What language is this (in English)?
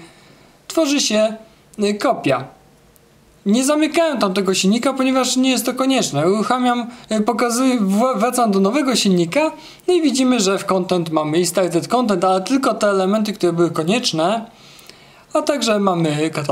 Polish